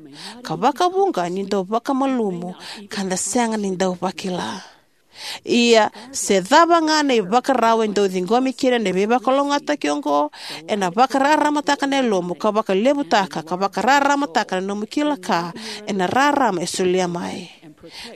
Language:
Fijian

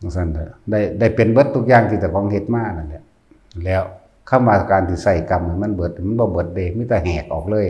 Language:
Northeastern Thai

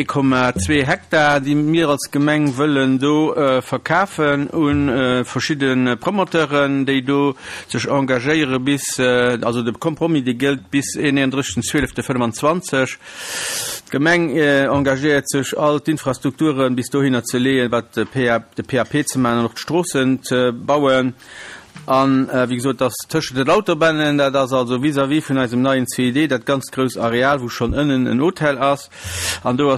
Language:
Luxembourgish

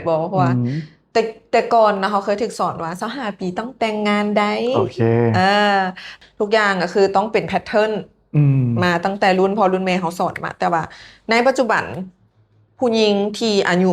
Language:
Lao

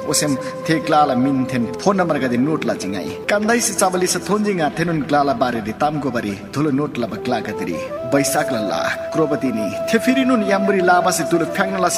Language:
Eastern Tamang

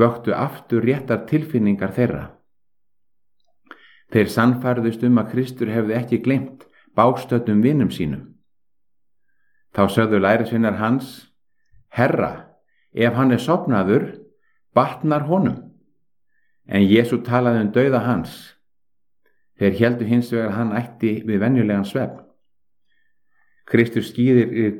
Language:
Icelandic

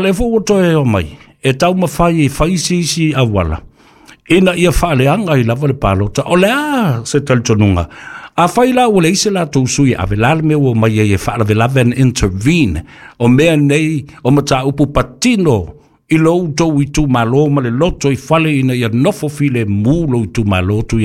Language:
Samoan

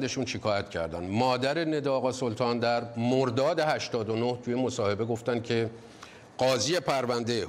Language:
Persian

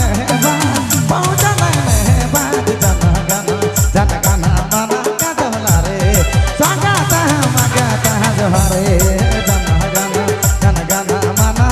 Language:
Sadri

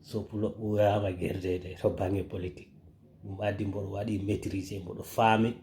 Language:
Fula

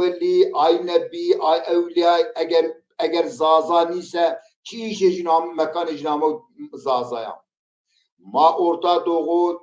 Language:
Zaza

